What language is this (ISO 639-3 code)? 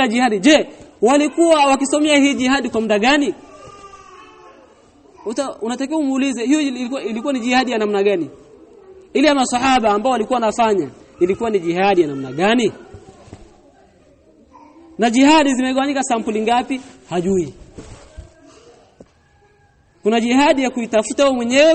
swa